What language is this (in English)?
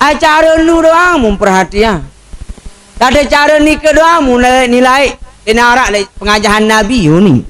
Sasak